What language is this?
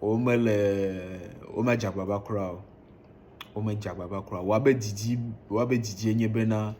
Ewe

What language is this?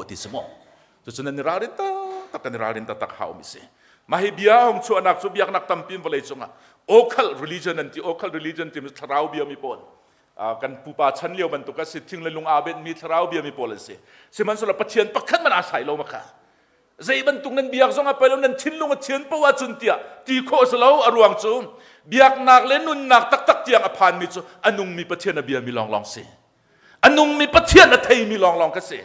Hakha Chin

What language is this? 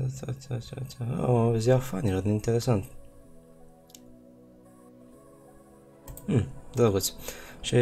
Romanian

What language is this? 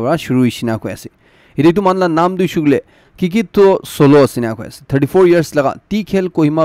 Naga Pidgin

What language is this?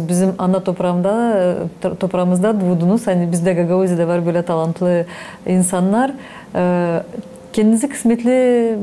Gagauz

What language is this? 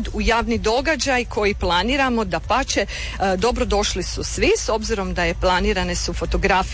Croatian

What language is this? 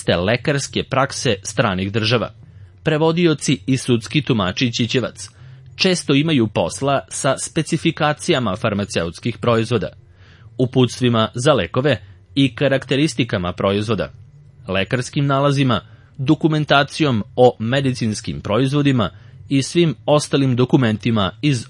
Serbian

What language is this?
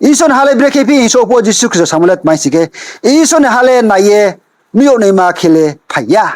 Riang (India)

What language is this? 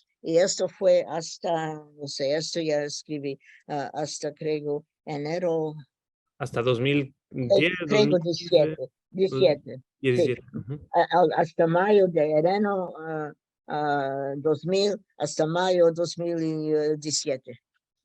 Ladino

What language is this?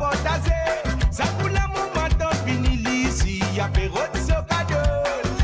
Morisyen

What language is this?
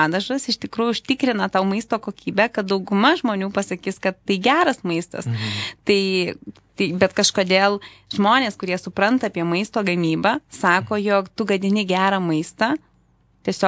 Lithuanian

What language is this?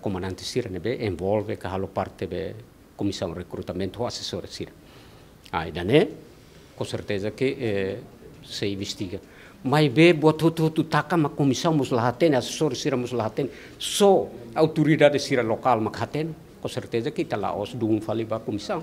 Tetum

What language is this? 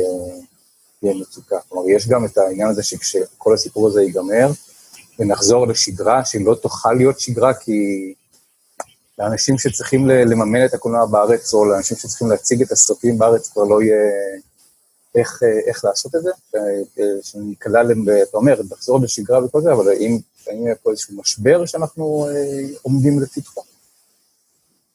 Hebrew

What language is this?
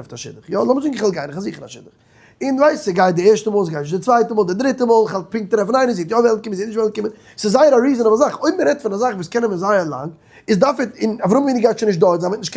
Yiddish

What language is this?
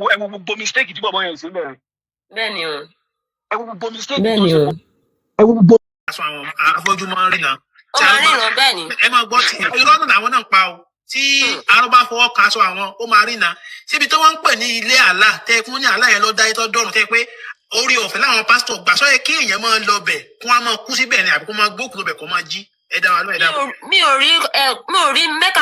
Yoruba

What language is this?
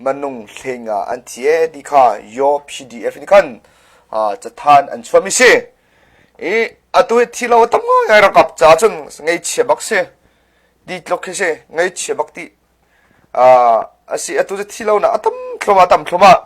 Hakha Chin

